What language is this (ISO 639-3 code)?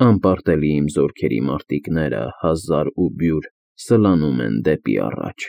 hye